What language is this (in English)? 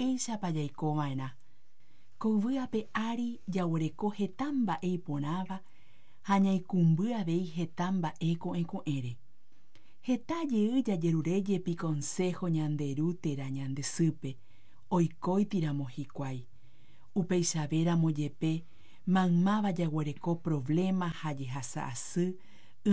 Guarani